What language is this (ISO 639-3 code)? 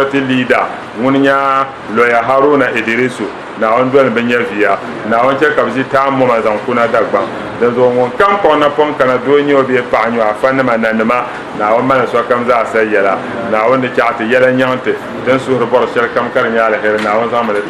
dag